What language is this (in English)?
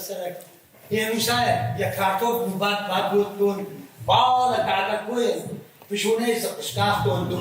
Ossetic